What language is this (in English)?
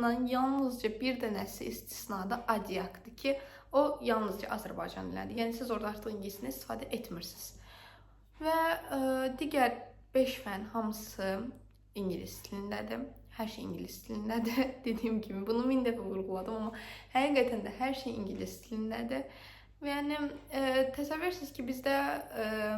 Azerbaijani